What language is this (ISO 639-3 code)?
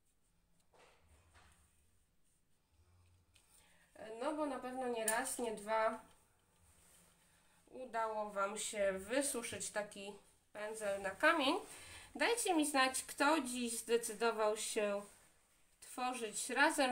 pol